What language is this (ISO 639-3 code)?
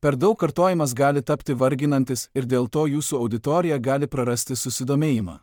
lit